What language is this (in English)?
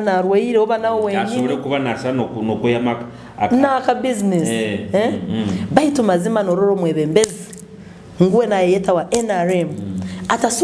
Nyoro